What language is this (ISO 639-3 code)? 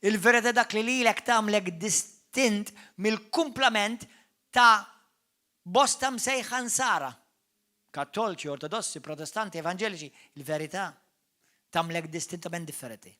mlt